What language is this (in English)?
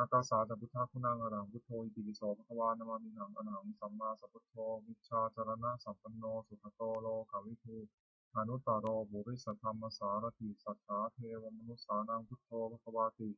Pali